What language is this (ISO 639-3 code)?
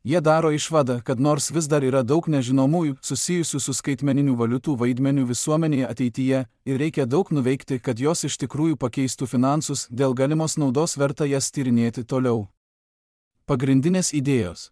lit